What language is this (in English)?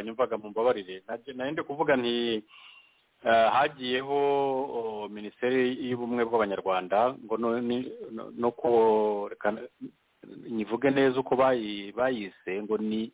Kinyarwanda